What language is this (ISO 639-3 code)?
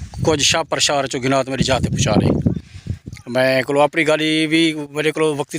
skr